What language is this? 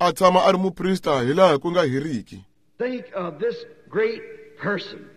Tsonga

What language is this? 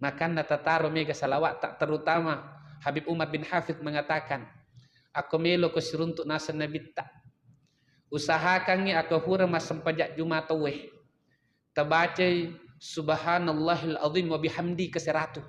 Buginese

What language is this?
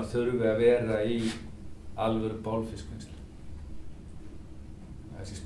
Icelandic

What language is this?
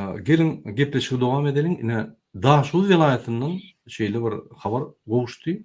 Turkmen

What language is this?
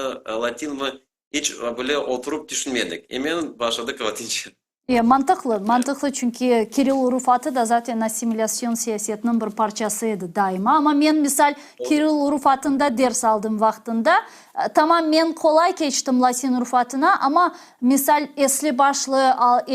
Crimean Tatar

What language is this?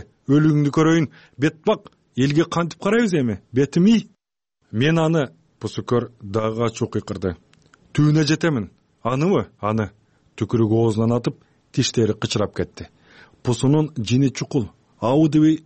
Kyrgyz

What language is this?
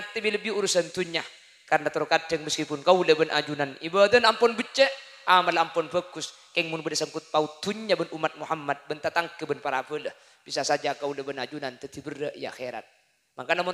Madurese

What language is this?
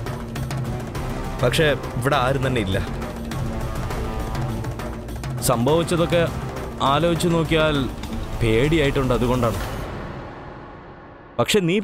Malayalam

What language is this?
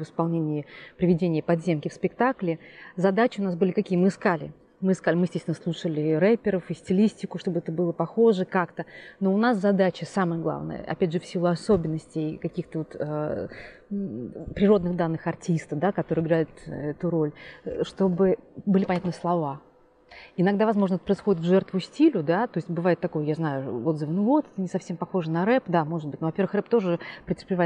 Russian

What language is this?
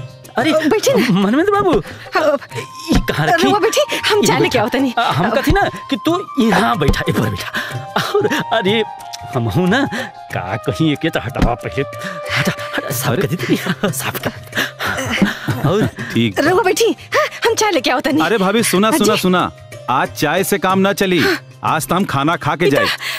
Bhojpuri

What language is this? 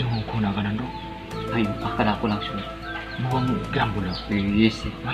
Madurese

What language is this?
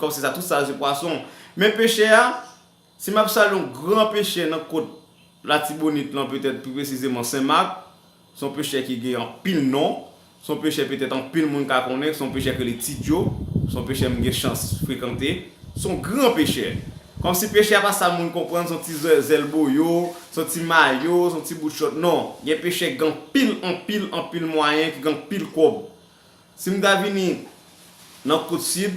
Haitian Creole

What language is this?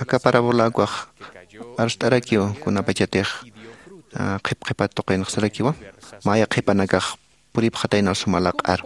Aymara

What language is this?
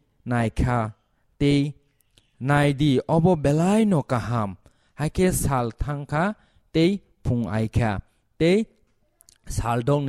Kok Borok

